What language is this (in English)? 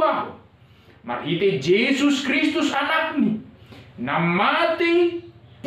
Batak Simalungun